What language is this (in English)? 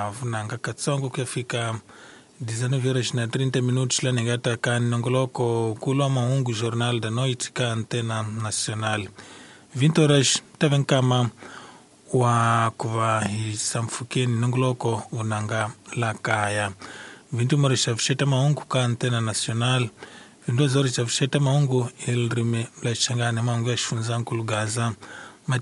Tsonga